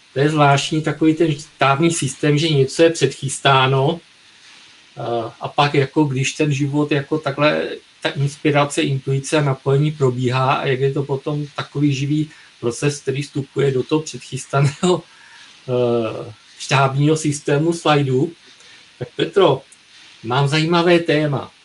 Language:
Czech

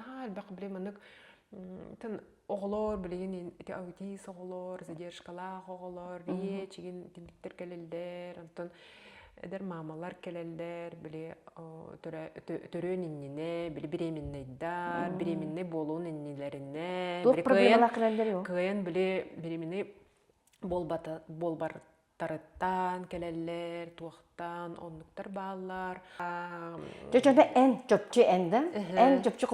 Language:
Yakut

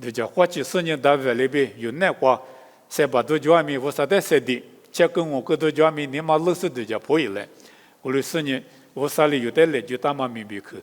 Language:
Lisu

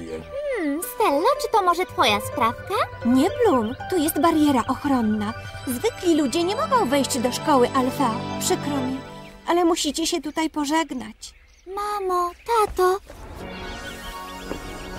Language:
Polish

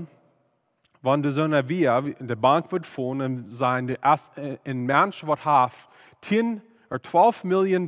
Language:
Plautdietsch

